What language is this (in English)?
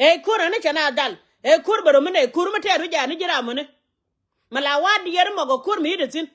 Nuer